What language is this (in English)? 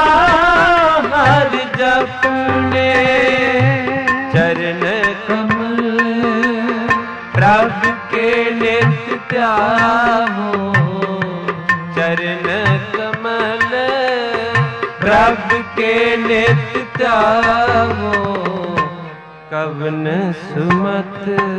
Punjabi